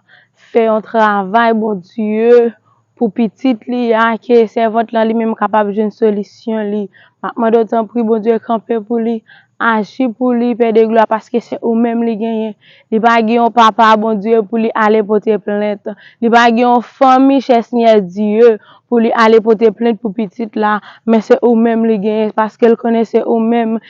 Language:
Haitian Creole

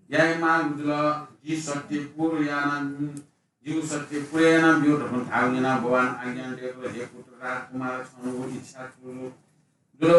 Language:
Newari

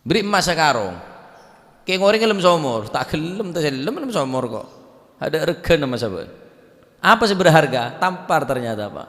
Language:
Madurese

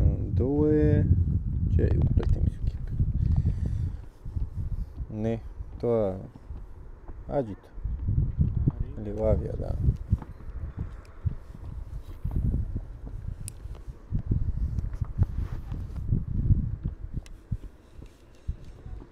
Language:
Bulgarian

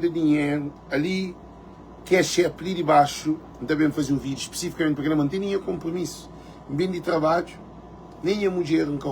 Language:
Kabuverdianu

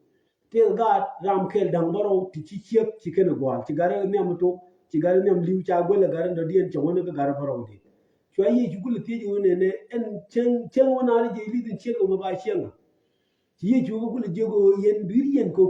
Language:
Nuer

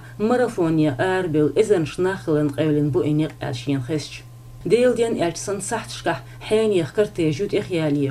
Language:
Chechen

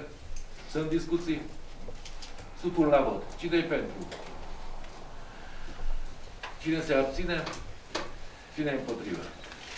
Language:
Romanian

